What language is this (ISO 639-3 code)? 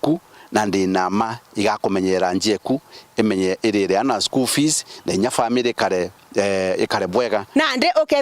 mer